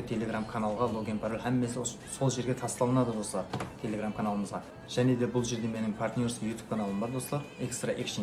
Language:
Kara-Kalpak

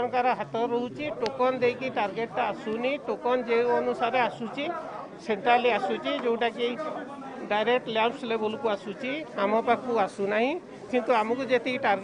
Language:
Odia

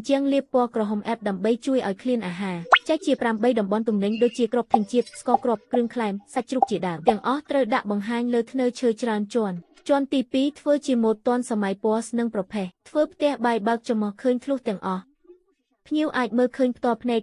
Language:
Khmer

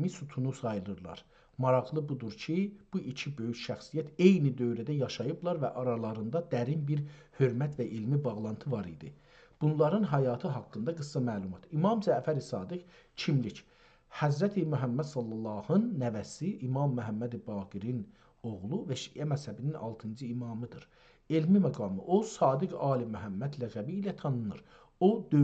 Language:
South Azerbaijani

